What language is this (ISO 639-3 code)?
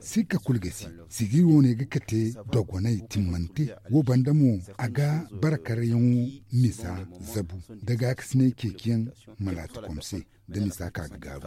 dje